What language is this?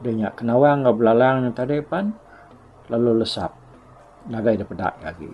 Iban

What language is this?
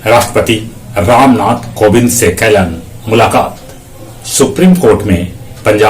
Magahi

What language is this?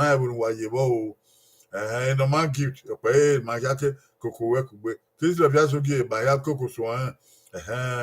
Bini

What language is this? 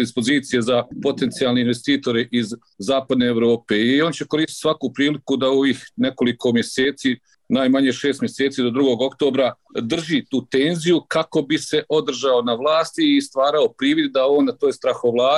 Bosnian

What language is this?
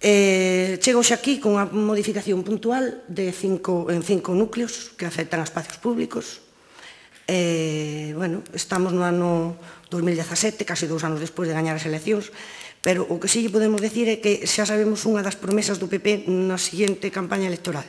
Galician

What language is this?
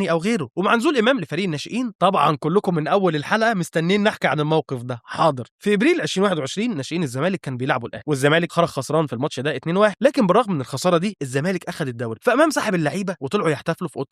Egyptian Arabic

